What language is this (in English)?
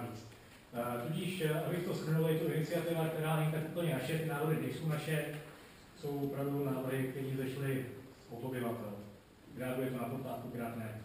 Czech